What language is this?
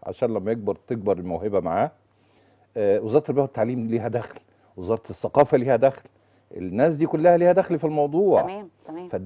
Egyptian Arabic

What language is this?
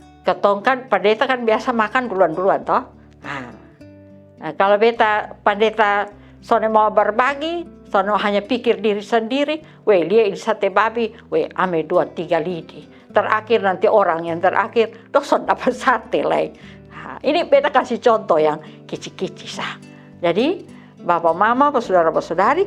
Kupang Malay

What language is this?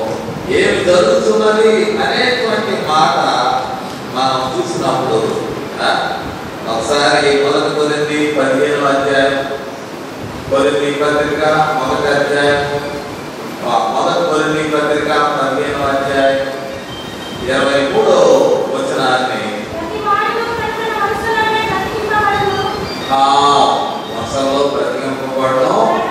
Telugu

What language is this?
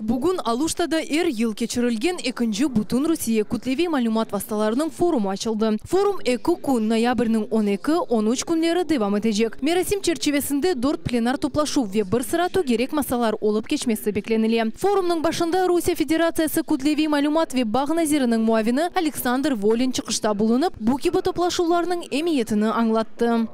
Crimean Tatar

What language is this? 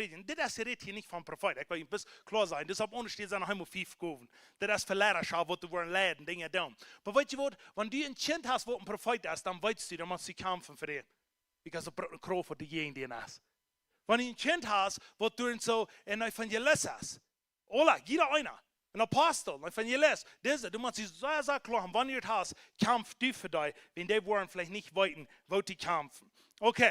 Plautdietsch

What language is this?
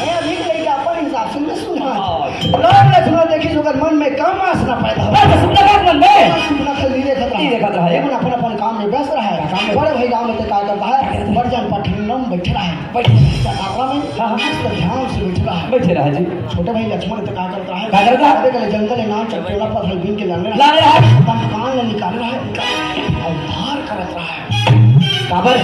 Chhattisgarhi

